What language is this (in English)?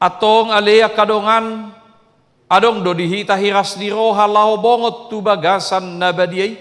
Batak Toba